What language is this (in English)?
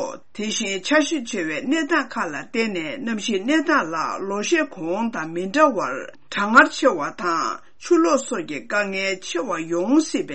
Tibetan